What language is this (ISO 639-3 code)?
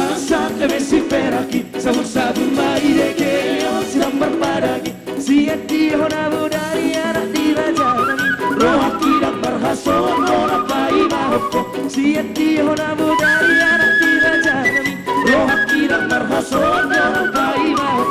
bbc